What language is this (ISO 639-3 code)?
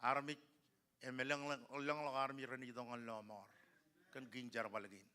mah